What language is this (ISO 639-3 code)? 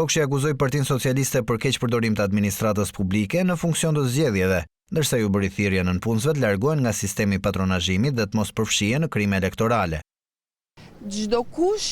sqi